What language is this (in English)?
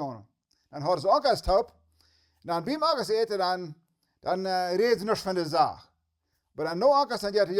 Plautdietsch